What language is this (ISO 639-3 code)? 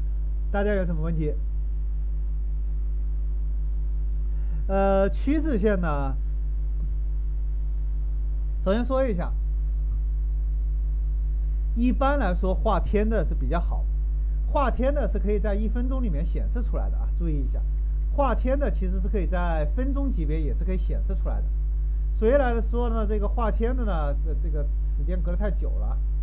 zho